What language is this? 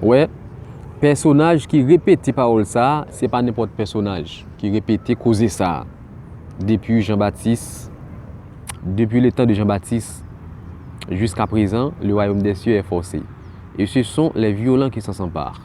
Haitian Creole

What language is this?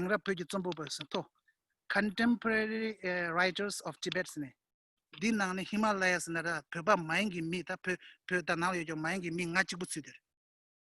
Tibetan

